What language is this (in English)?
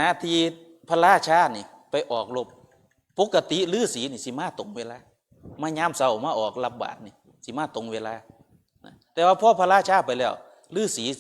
Northeastern Thai